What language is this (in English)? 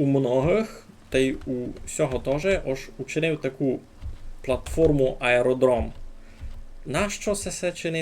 Rusyn